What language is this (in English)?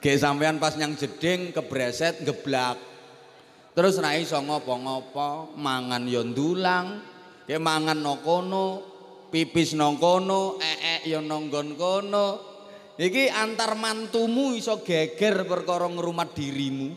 Javanese